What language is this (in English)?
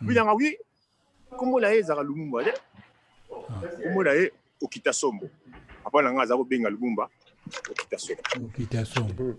Lingala